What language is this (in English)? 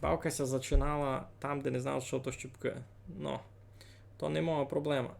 Rusyn